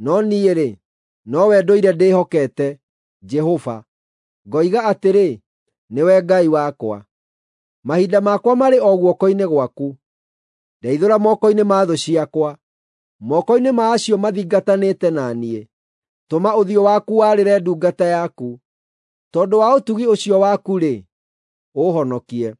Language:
Kikuyu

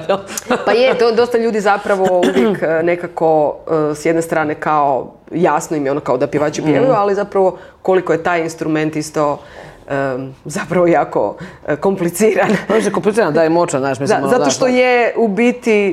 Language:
Croatian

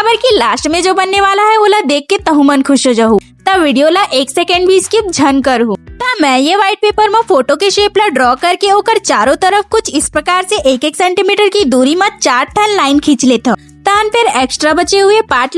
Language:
Chhattisgarhi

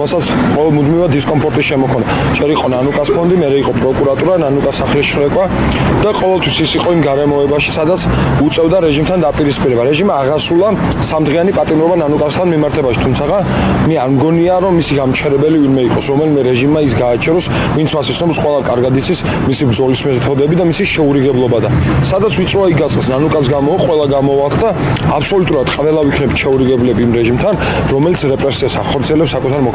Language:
Georgian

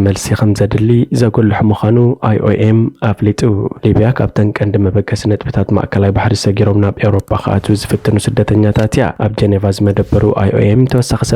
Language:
Tigrinya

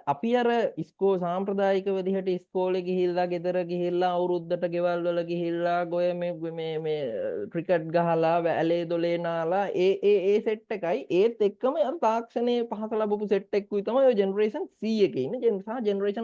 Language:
Sinhala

